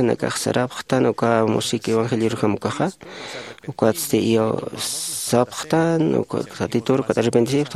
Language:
Aymara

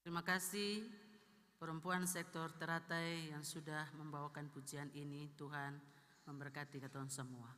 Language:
Ambonese Malay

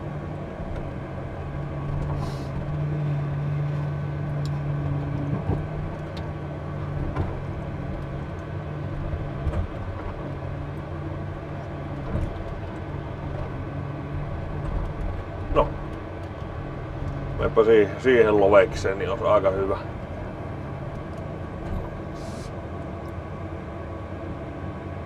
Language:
Finnish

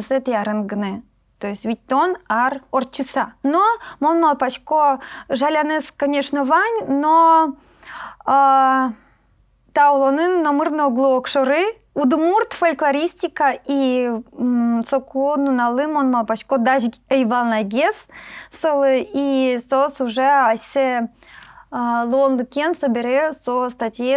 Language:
Udmurt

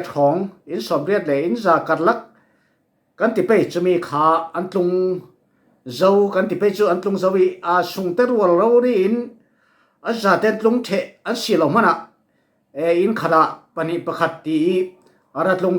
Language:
Falam Chin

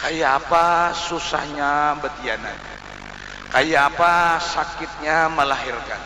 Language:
Banjar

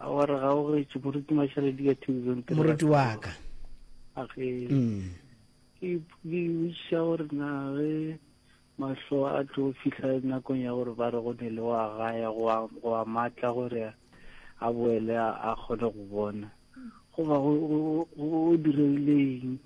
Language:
Northern Sotho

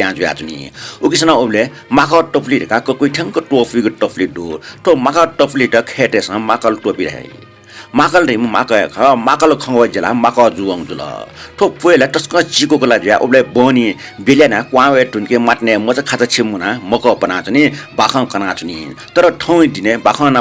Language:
Newari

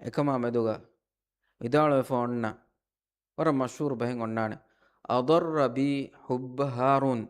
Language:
Divehi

